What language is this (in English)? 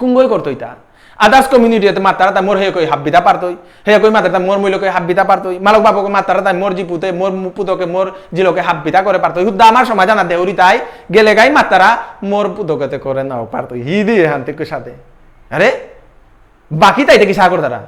Bishnupriya